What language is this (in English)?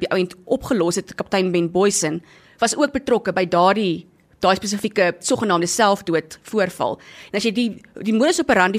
Afrikaans